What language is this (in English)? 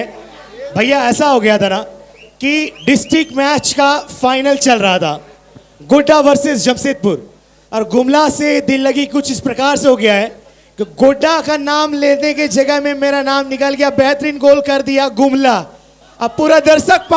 Sadri